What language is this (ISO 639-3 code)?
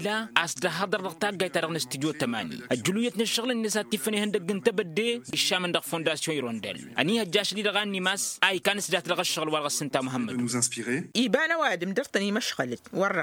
taq